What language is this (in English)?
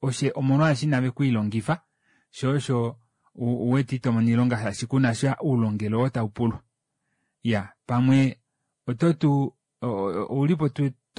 Kuanyama